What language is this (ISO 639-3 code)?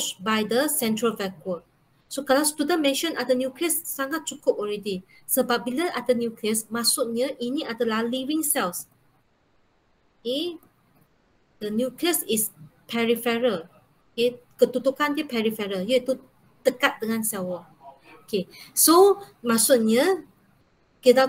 msa